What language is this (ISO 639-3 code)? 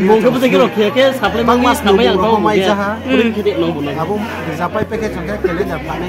ria